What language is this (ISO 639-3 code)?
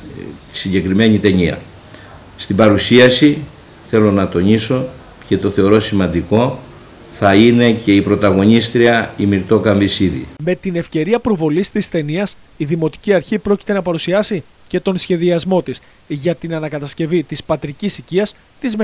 ell